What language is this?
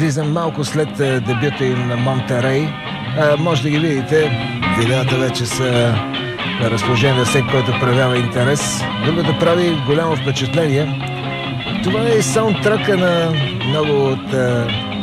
Bulgarian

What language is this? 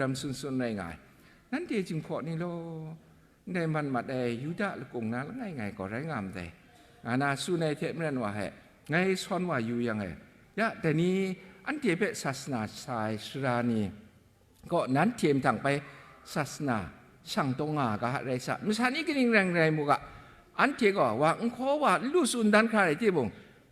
Kachin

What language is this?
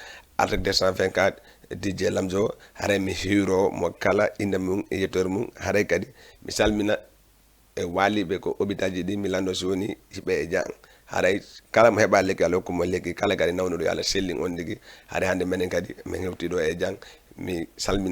Fula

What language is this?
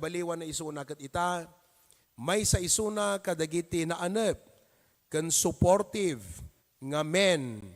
Iloko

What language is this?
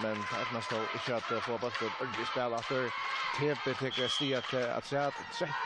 Faroese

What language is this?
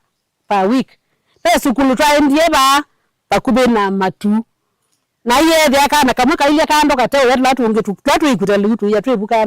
Kamba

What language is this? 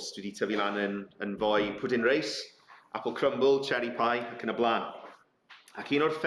Welsh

